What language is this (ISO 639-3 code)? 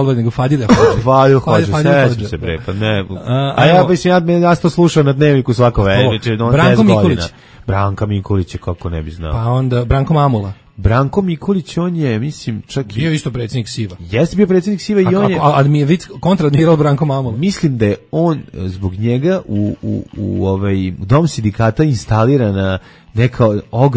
srp